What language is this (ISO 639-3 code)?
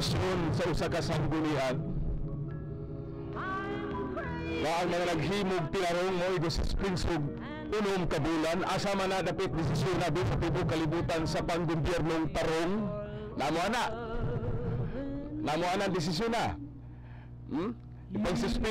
ceb